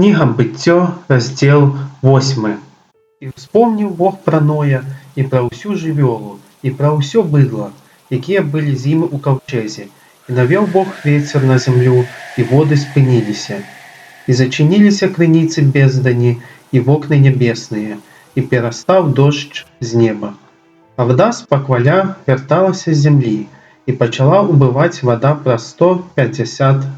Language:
Belarusian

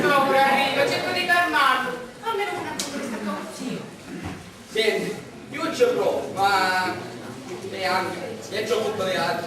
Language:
Sicilian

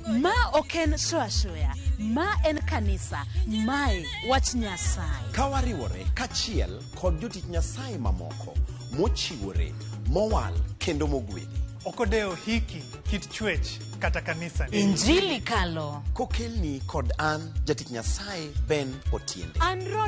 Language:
Luo (Kenya and Tanzania)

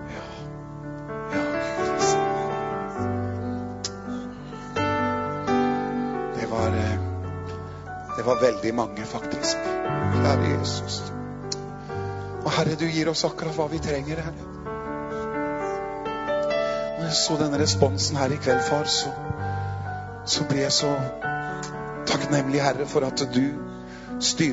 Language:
Norwegian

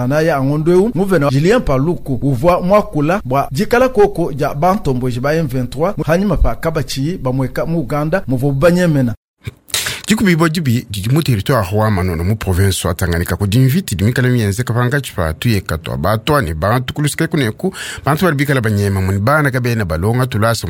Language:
Luba-Lulua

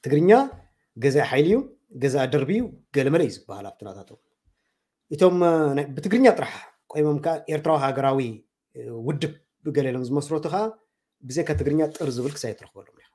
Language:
Tigrinya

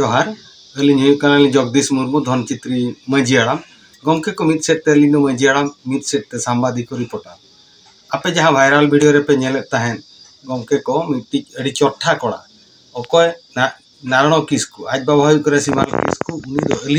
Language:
Santali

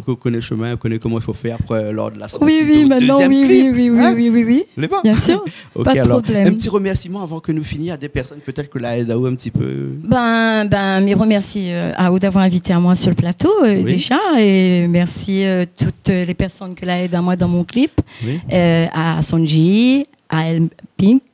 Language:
Réunion Creole French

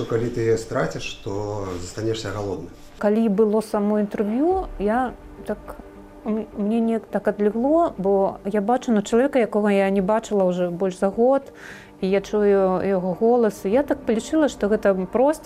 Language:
Belarusian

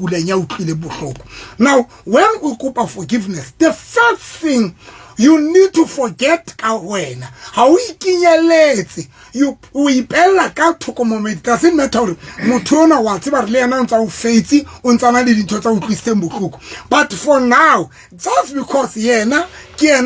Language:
Southern Sotho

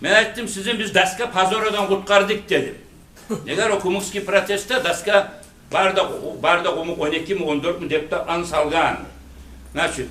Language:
Kumyk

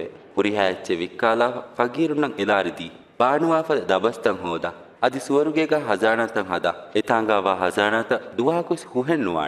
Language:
Divehi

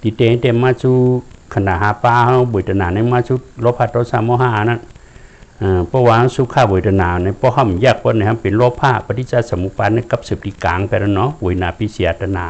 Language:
Shan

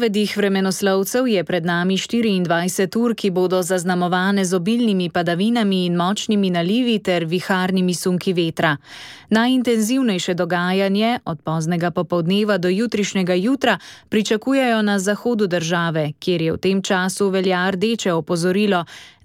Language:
Slovenian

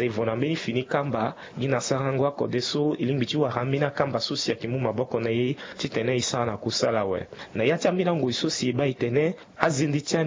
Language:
Sango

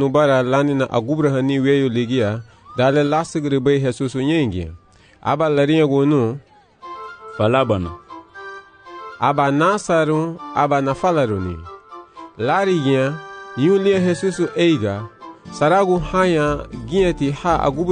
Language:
Garifuna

